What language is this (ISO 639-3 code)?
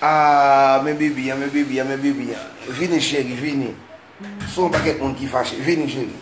hat